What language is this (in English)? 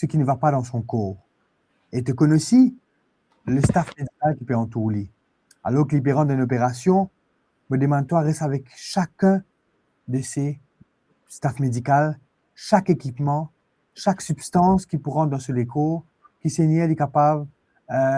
Morisyen